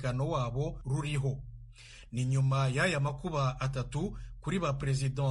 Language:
Kinyarwanda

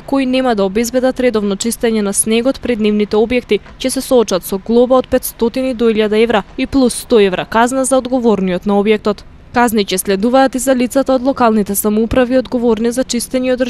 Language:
Macedonian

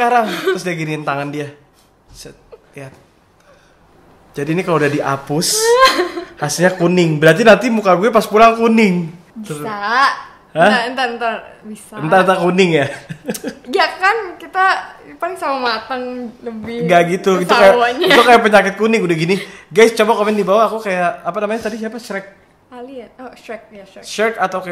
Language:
Indonesian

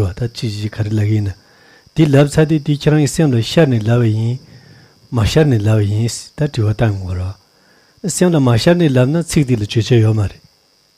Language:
Tibetan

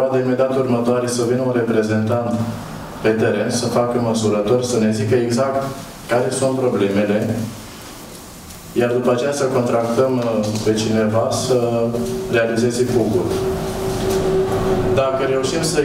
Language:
Romanian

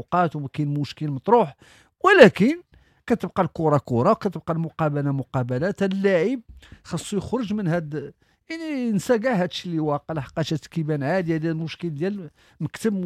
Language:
Moroccan Arabic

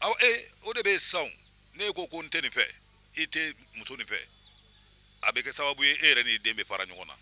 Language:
Bambara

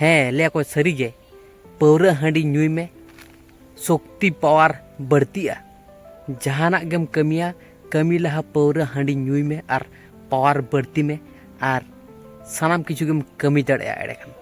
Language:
Santali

